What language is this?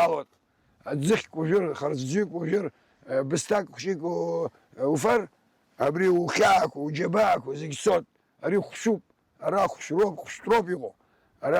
Abkhazian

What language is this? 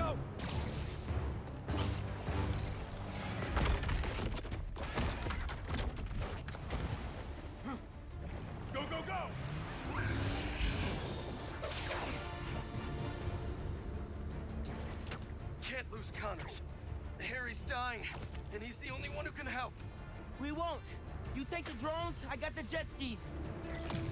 English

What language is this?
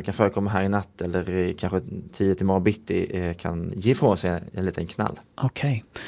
Swedish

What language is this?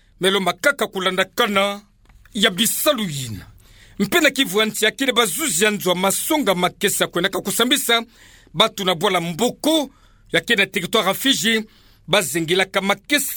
Kituba (Democratic Republic of Congo)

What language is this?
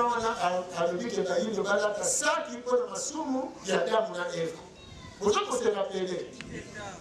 Lingala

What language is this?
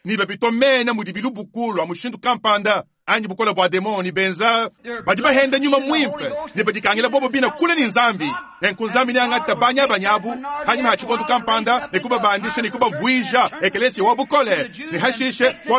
Luba-Lulua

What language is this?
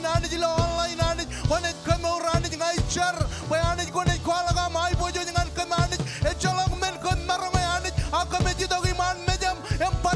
Marshallese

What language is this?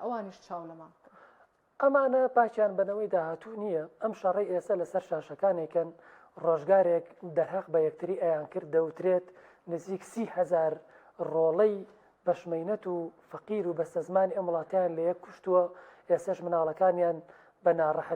Central Kurdish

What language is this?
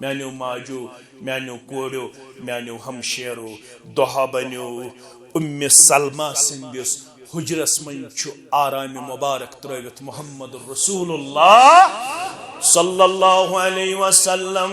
Kashmiri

